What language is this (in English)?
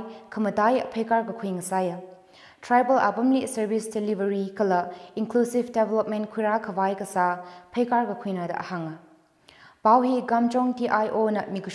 Tangkhul Naga (India)